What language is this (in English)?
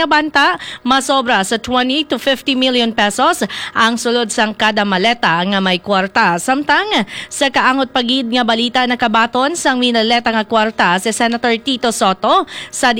Hiligaynon